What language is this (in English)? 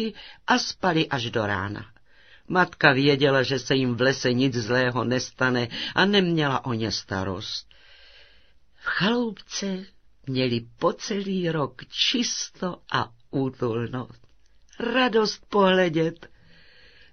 Czech